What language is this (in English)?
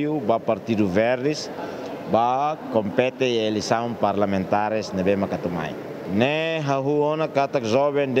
Tetum